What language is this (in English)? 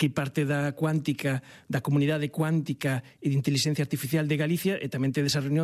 Galician